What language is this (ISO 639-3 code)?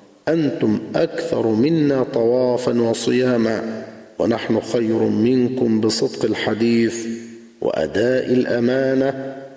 ara